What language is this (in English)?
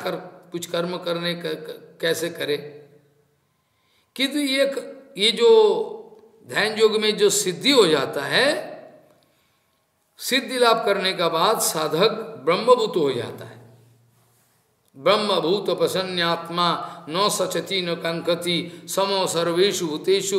Hindi